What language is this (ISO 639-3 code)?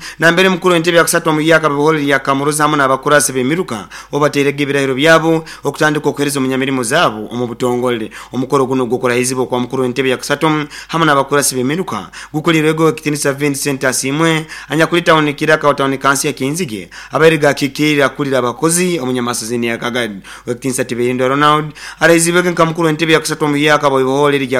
nyo